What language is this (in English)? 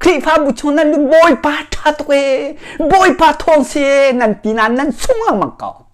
Hakha Chin